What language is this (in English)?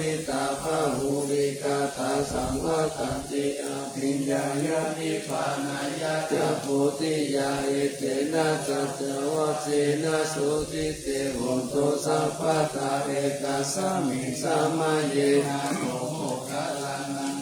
Pali